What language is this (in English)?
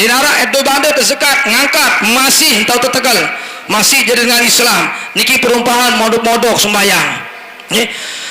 Sasak